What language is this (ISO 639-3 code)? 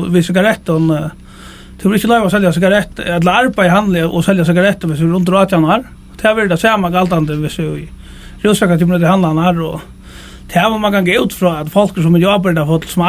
fao